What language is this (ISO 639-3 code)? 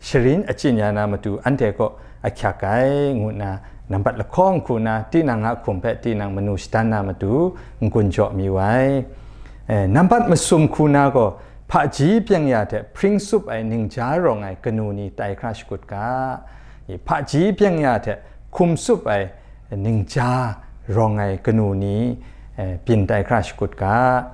kac